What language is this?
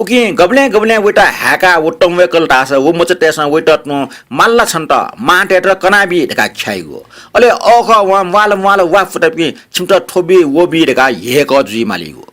Newari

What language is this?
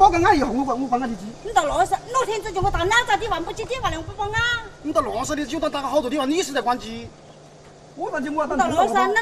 Chinese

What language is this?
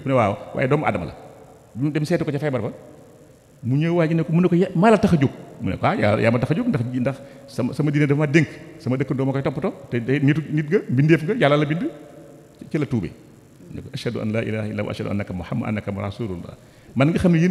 Wolof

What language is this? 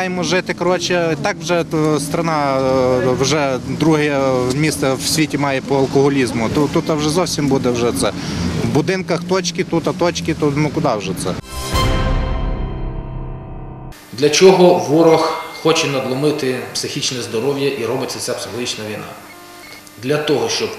Ukrainian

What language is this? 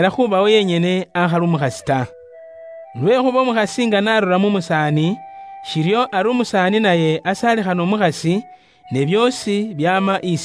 Luyia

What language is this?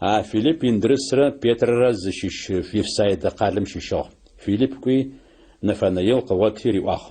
Adyghe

